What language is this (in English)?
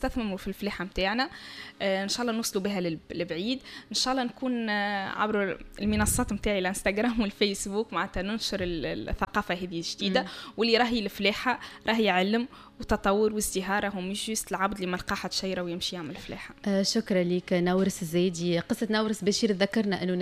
Tunisian Arabic